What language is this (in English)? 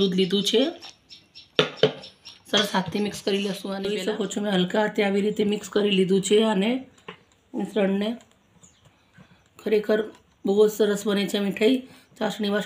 Gujarati